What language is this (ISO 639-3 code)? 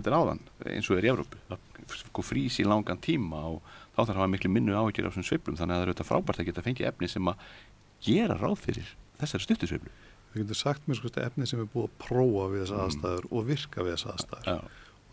isl